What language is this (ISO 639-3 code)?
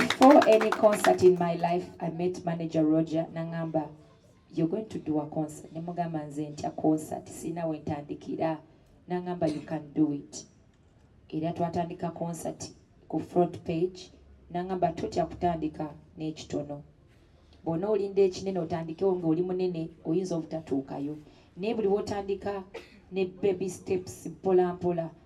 lug